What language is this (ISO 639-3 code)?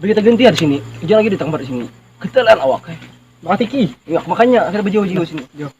bjn